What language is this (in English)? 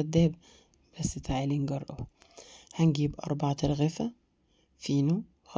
Egyptian Arabic